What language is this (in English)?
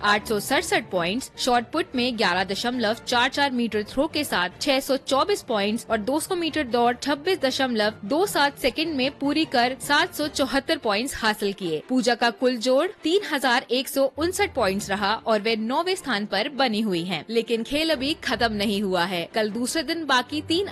Hindi